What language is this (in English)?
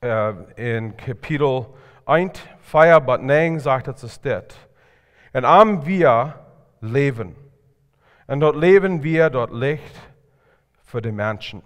Plautdietsch